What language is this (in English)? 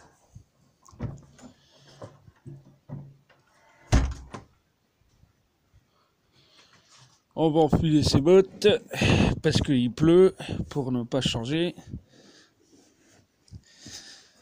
French